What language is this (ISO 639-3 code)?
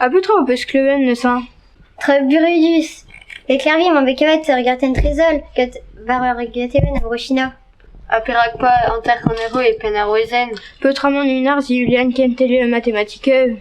bre